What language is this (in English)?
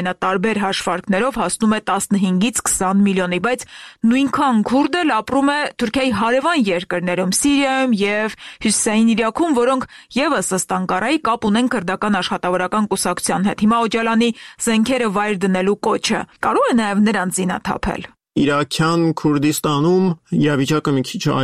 Armenian